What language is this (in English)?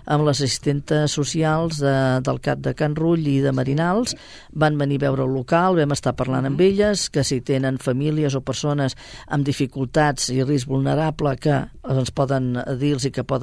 Catalan